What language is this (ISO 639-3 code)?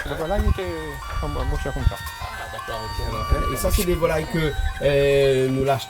rcf